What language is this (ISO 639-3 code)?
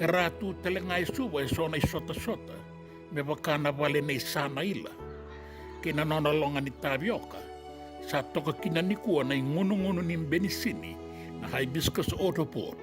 fij